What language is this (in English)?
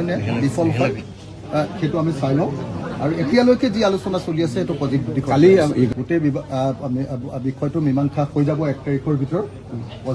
Assamese